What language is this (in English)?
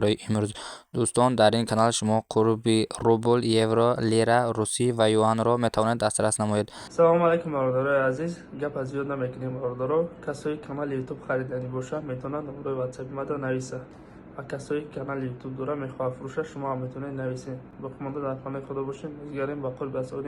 Tajik